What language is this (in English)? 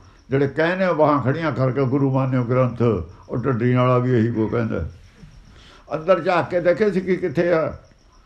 Punjabi